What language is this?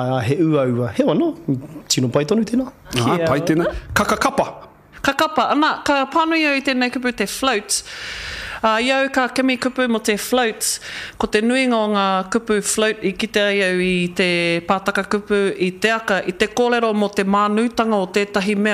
Māori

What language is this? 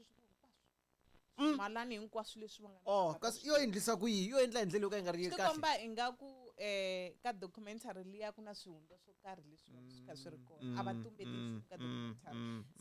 Tsonga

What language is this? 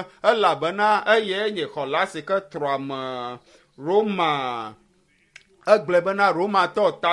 Ewe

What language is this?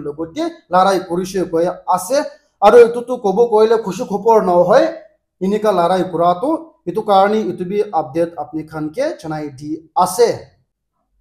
Naga Pidgin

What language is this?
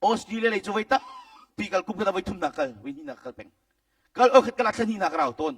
Hakha Chin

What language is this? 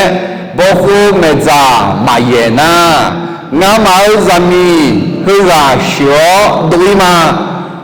Akha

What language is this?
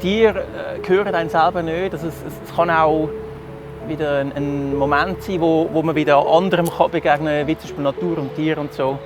Swiss German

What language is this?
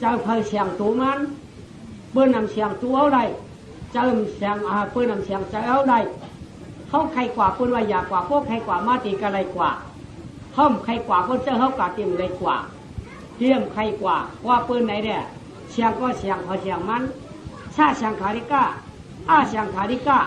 Shan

